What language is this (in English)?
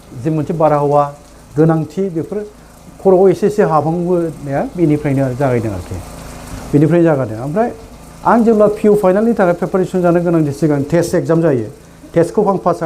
Bodo